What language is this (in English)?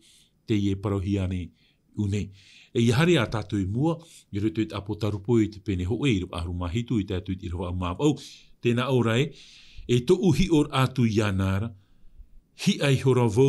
Tahitian